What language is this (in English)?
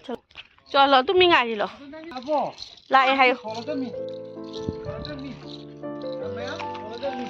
Manipuri